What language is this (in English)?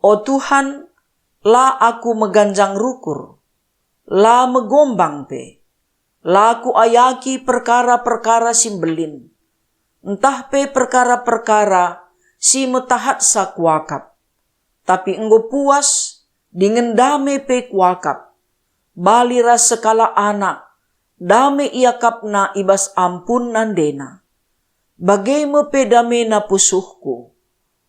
Batak Karo